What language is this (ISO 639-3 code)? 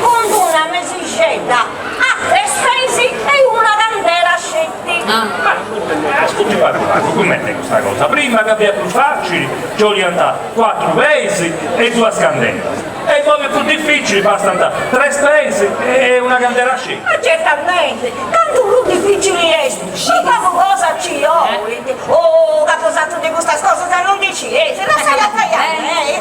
srd